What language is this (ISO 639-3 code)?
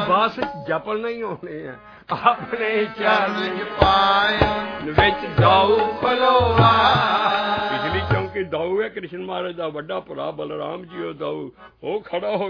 pan